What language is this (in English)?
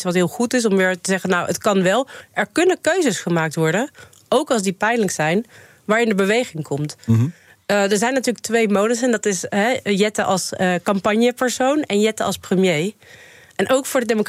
Dutch